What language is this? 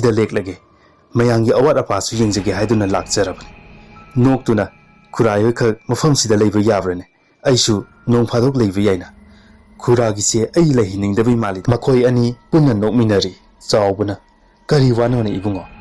Manipuri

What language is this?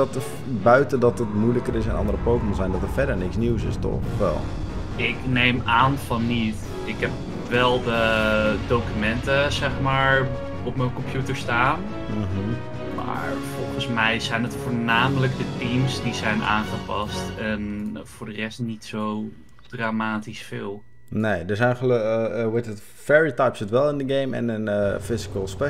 Dutch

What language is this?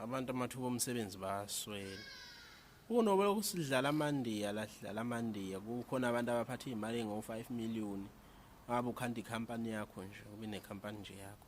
Zulu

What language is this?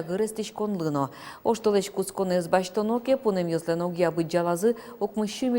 Udmurt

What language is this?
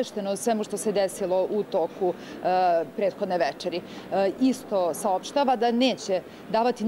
Serbian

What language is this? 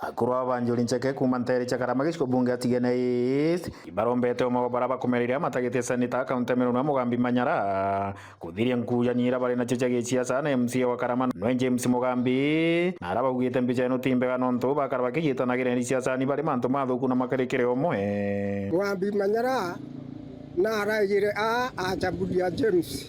Meru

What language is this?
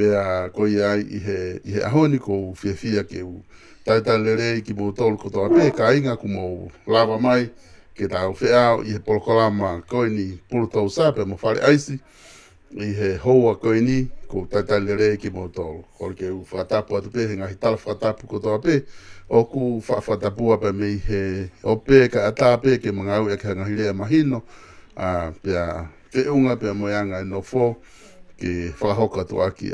Tongan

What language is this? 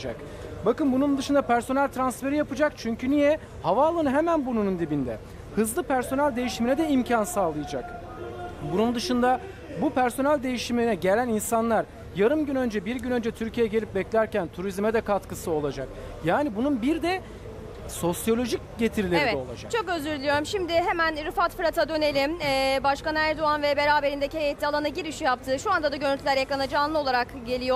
Turkish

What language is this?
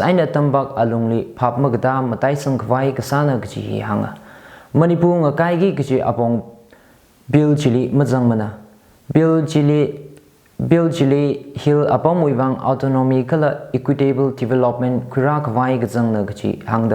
Tangkhul Naga (India)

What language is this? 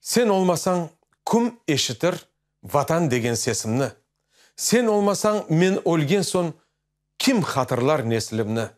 Crimean Tatar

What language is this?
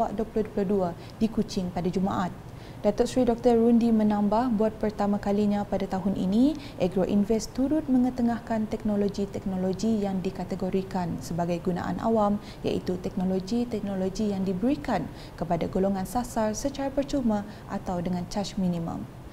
Malay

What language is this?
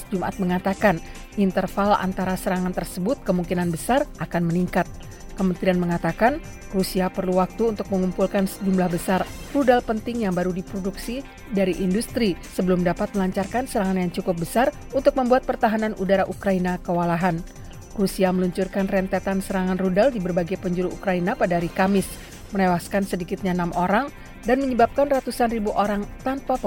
Indonesian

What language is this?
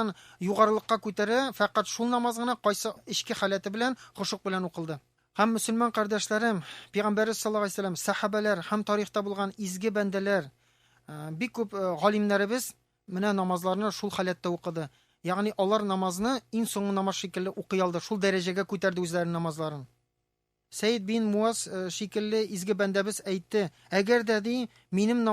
Tatar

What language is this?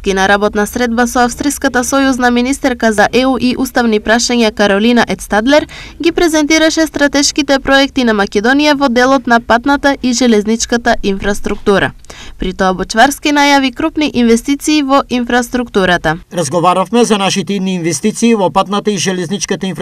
Macedonian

